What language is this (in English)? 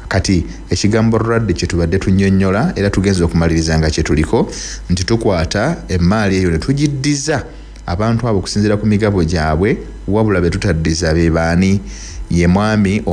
Ganda